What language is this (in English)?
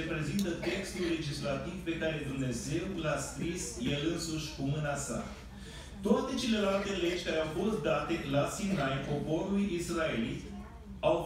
Romanian